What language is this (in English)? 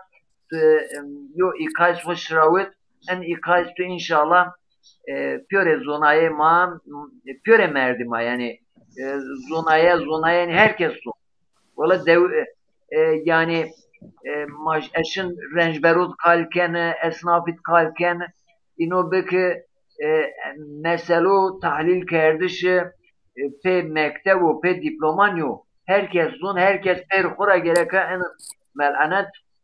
Zaza